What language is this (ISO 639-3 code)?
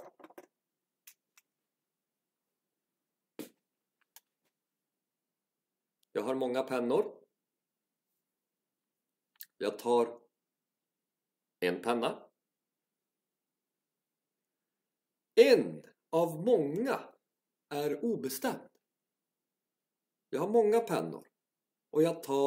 swe